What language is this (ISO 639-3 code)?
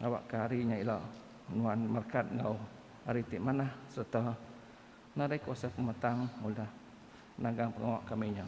iba